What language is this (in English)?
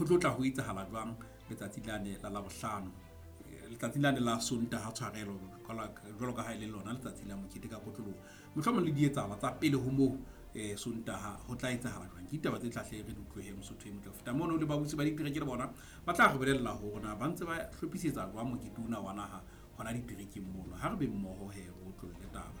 Southern Sotho